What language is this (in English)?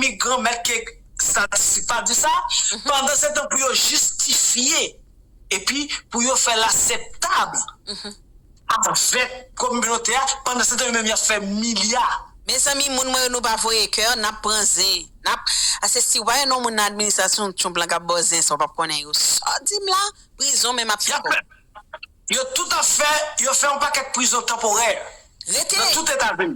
Haitian Creole